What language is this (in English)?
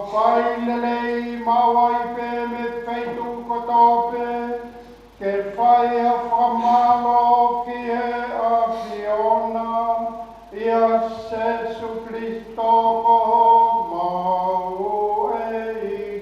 Tongan